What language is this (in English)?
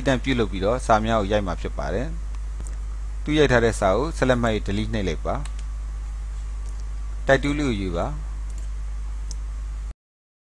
Burmese